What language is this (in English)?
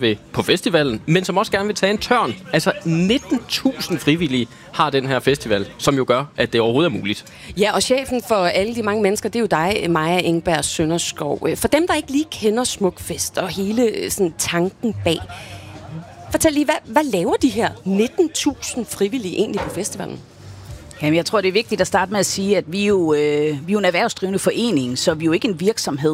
Danish